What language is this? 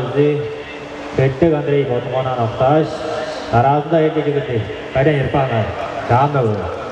Tuvinian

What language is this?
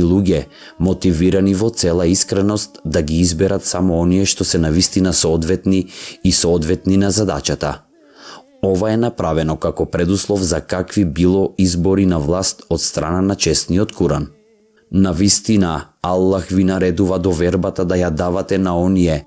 Macedonian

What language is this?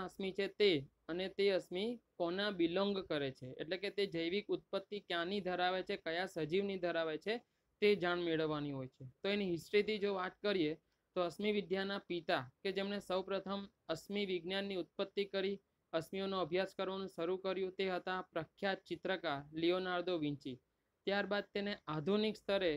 Gujarati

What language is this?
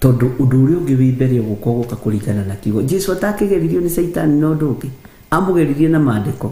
Kikuyu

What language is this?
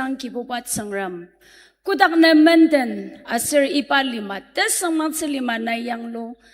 Ao Naga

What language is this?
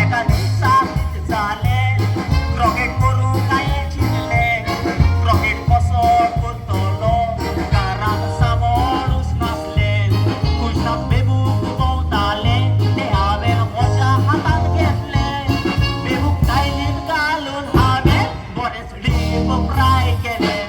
Konkani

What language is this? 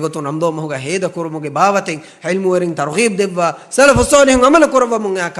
Divehi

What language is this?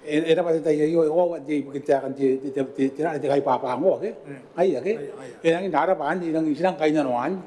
Gilbertese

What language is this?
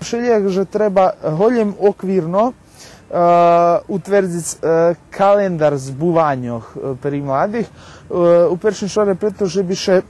Rusyn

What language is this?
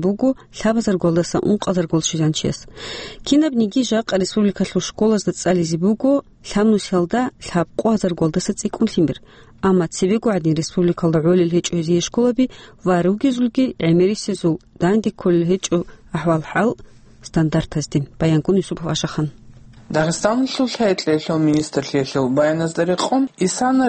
Avaric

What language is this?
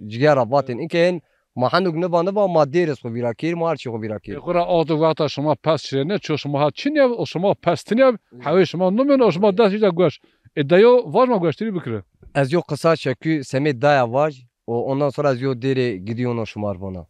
Zaza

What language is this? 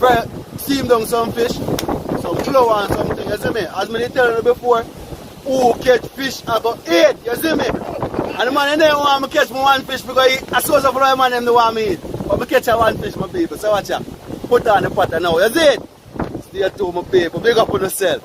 Jamaican Creole English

